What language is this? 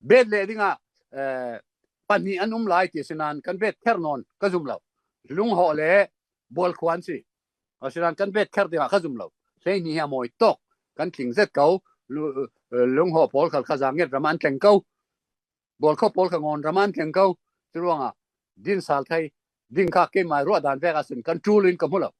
Falam Chin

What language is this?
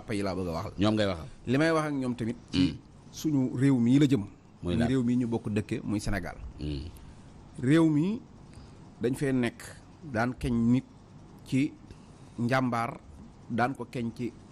Wolof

